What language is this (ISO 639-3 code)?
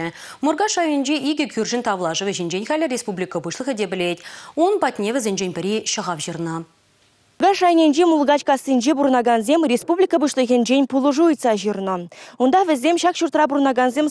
chv